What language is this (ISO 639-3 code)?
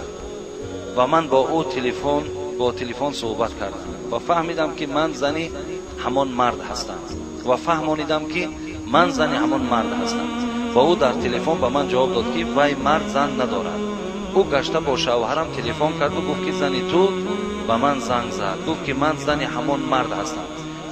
tgk